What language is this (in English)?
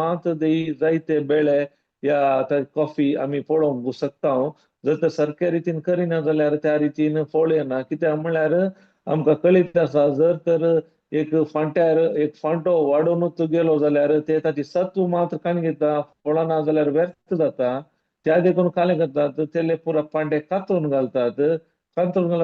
Konkani